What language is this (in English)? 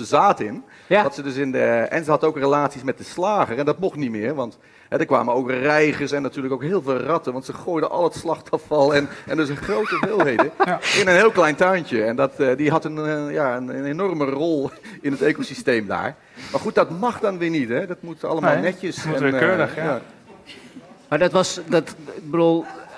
Dutch